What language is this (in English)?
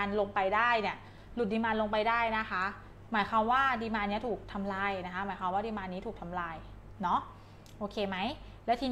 Thai